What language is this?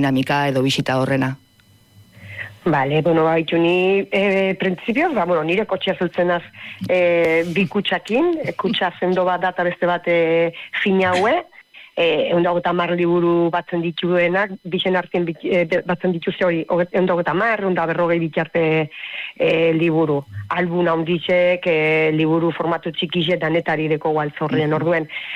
Basque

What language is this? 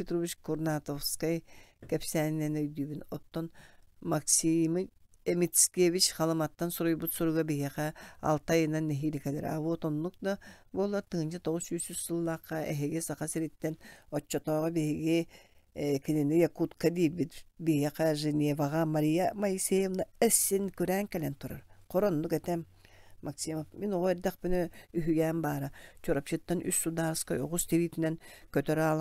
Yakut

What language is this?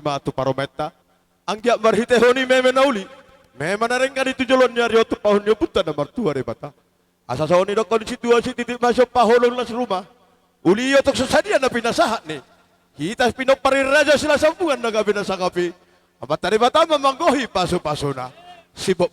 Batak Toba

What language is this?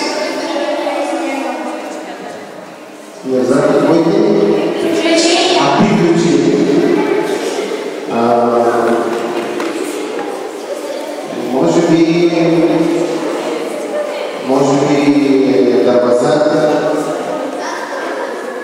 Bulgarian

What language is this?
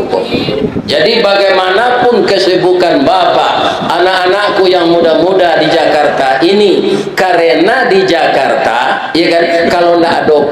Minangkabau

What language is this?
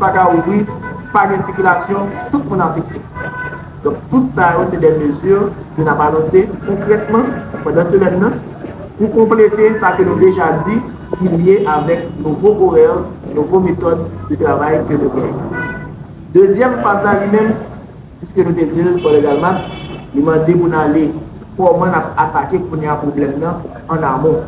Haitian Creole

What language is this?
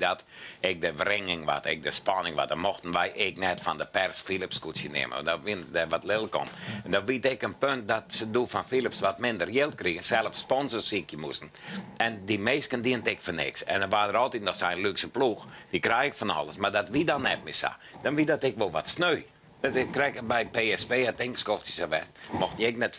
Western Frisian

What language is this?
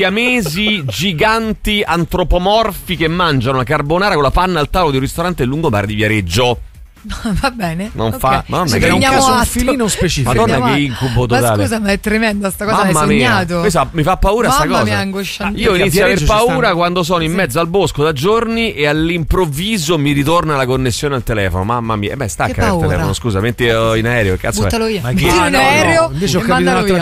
Italian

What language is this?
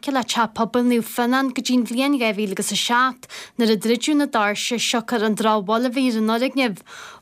Irish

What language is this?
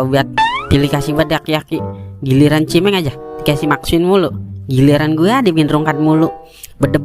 Betawi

